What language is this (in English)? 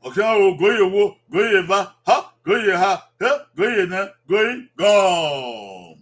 Bini